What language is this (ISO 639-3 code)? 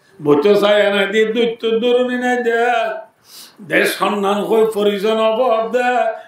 rhg